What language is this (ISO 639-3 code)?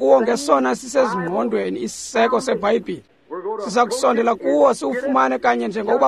xho